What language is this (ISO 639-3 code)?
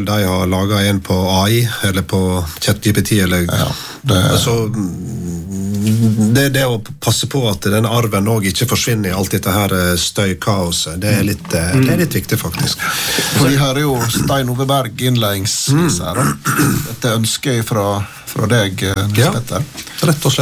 nor